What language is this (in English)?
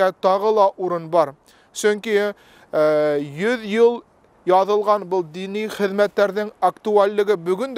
Bashkir